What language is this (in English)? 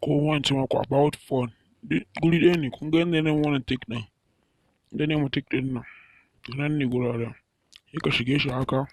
Hausa